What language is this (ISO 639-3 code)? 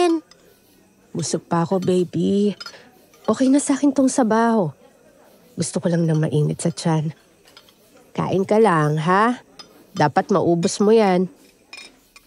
fil